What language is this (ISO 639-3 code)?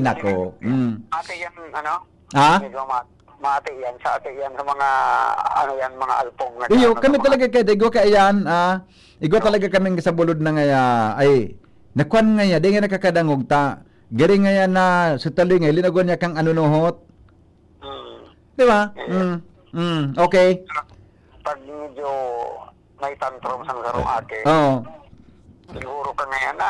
bik